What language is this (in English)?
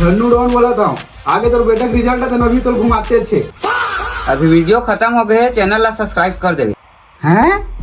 Chhattisgarhi